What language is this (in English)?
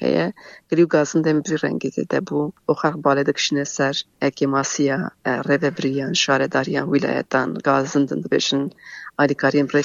Kurdish